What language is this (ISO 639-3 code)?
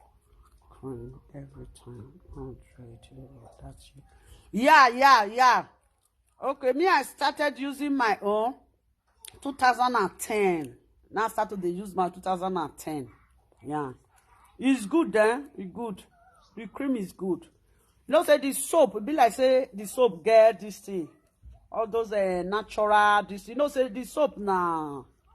pcm